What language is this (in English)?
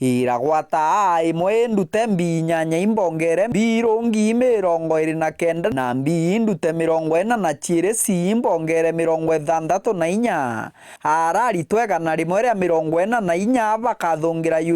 Meru